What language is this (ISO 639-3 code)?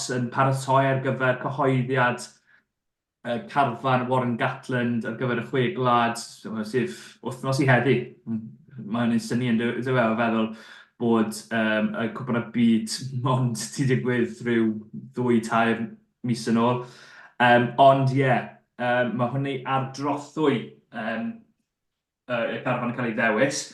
cym